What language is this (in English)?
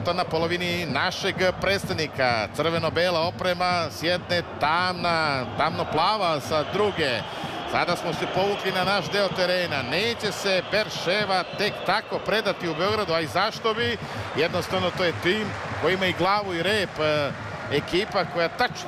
Serbian